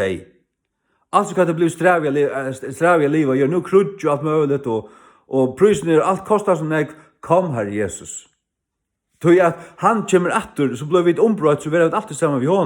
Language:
Faroese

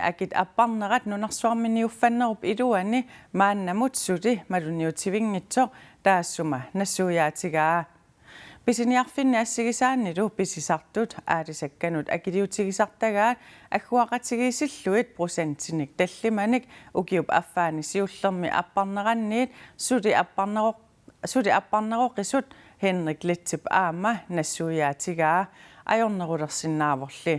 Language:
Kalaallisut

